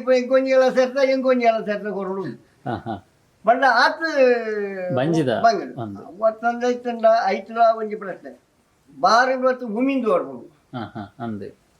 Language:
Tulu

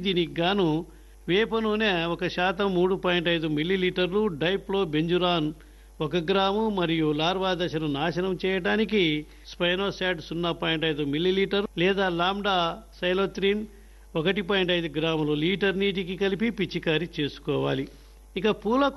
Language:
Telugu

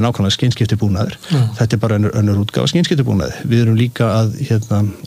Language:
Icelandic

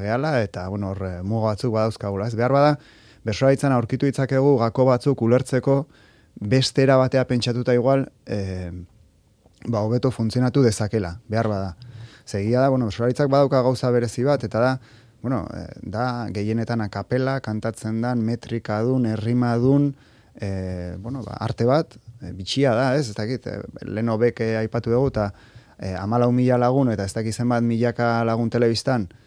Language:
Basque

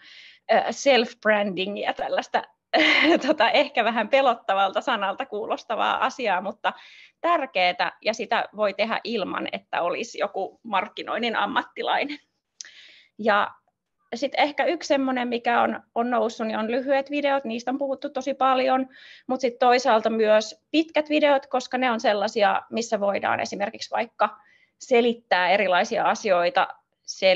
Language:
Finnish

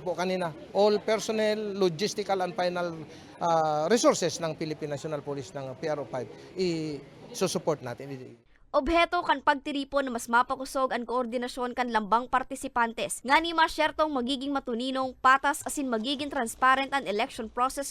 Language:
Bikol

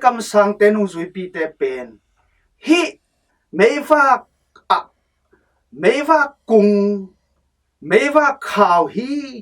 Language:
Tedim Chin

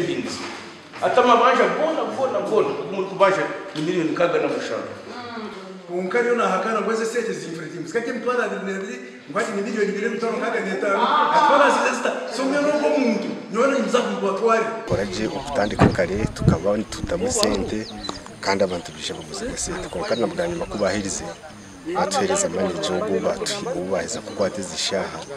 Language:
Nyankole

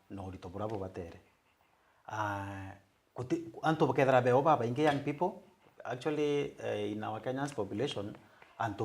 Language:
Meru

